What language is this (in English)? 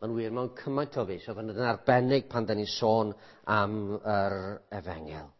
Welsh